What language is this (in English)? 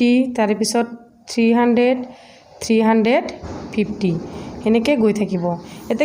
Assamese